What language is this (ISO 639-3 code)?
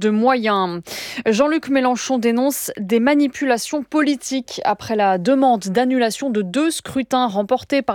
fra